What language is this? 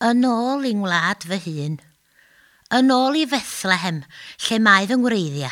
Welsh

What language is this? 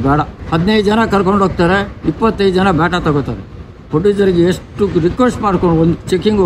Kannada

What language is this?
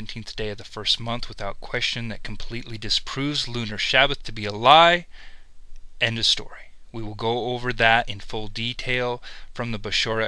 English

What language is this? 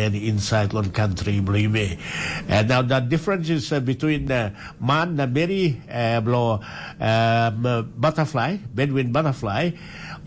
Tok Pisin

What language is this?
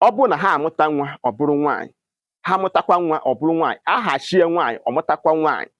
Igbo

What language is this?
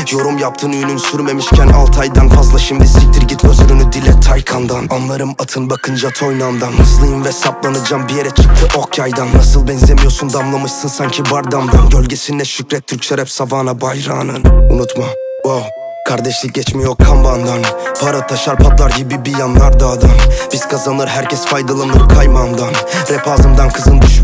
Turkish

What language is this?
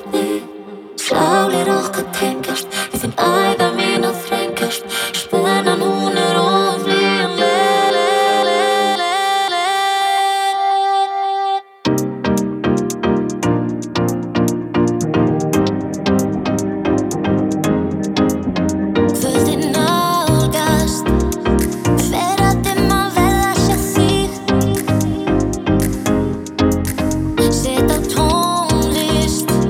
Icelandic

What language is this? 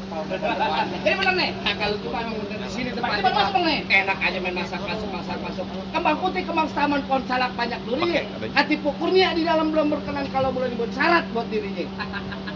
Betawi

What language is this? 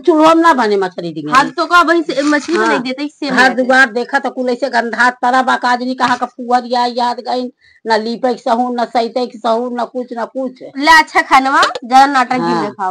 Awadhi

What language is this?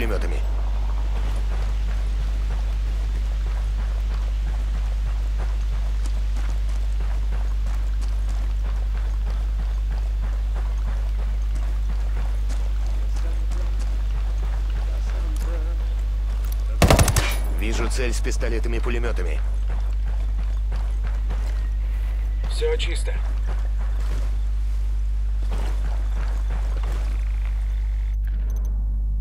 Russian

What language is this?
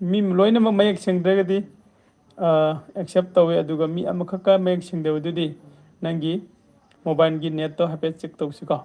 Manipuri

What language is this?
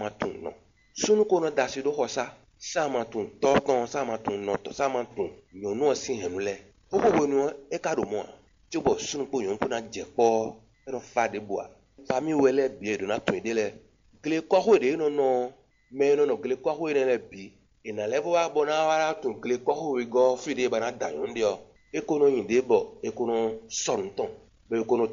Fon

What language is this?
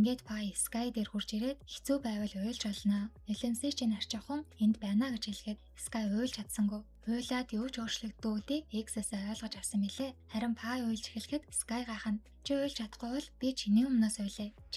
Mongolian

